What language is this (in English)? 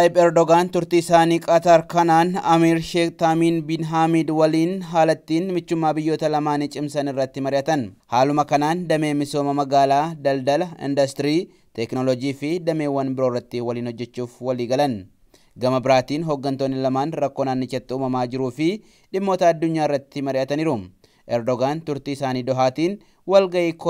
Oromo